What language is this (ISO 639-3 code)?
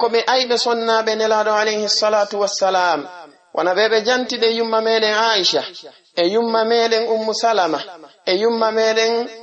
ful